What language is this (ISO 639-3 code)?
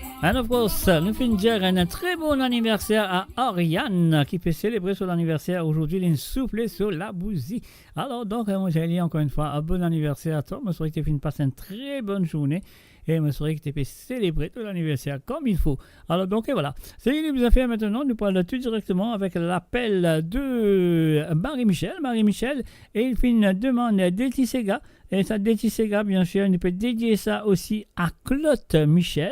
mfe